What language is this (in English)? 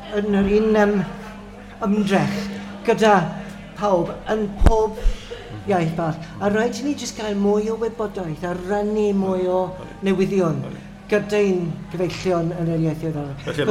Welsh